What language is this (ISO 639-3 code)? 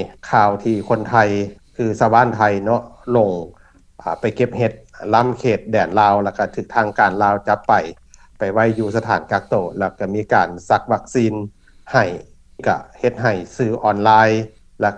lao